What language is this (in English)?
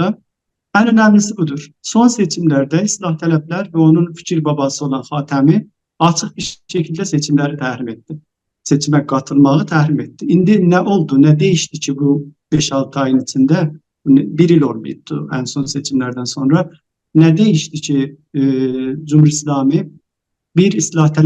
South Azerbaijani